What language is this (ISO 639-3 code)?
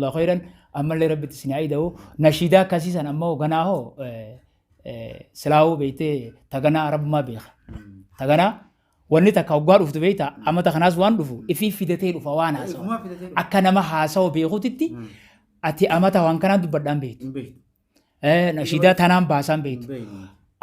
orm